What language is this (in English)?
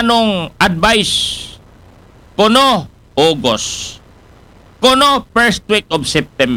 Aklanon